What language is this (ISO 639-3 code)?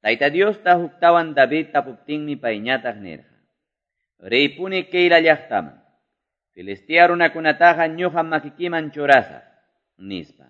que